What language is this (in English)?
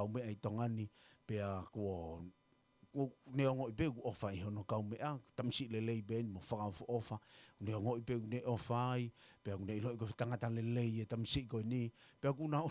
Tongan